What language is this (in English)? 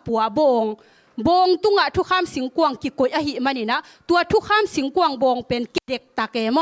Tedim Chin